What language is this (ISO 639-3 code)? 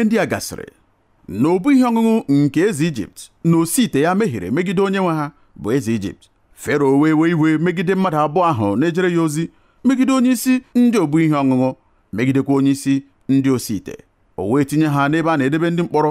ibo